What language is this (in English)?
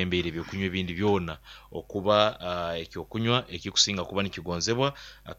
Nyoro